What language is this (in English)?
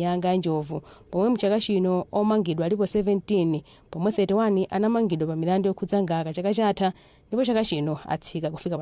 Nyanja